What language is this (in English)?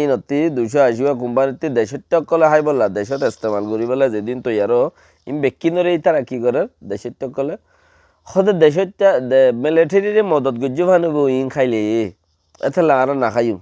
Rohingya